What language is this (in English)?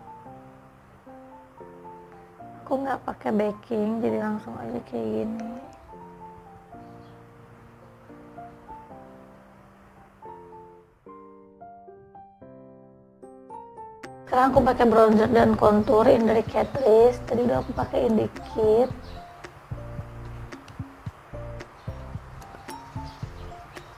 Indonesian